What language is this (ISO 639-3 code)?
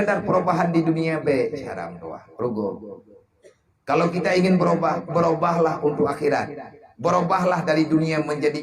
ace